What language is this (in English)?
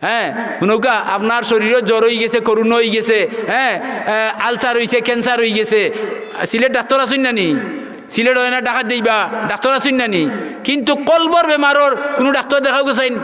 Sylheti